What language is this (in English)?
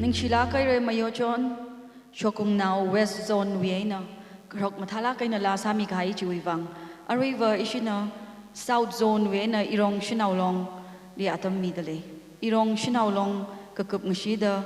Tangkhul Naga (India)